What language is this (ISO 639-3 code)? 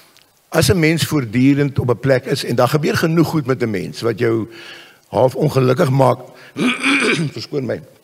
afr